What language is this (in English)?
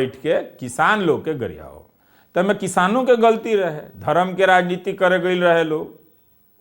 Bhojpuri